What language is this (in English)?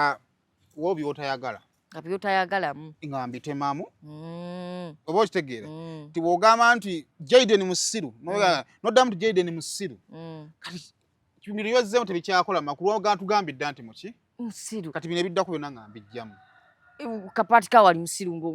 Ganda